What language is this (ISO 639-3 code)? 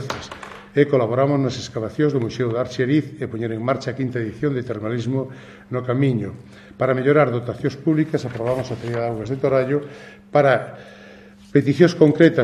glg